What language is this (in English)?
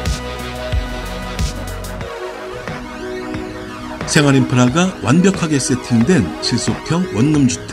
Korean